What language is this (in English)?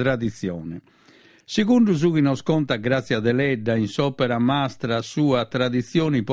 Sardinian